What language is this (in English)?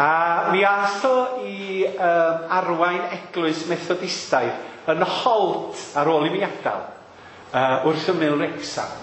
Welsh